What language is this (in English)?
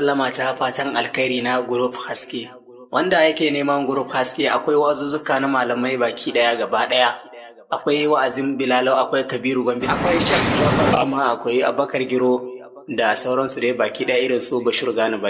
Hausa